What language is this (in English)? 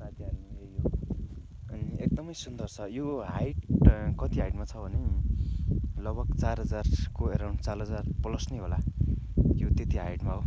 Nepali